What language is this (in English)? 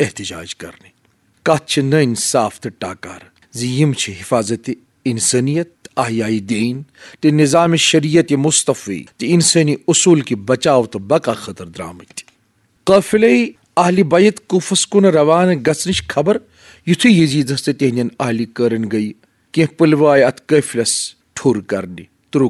Kashmiri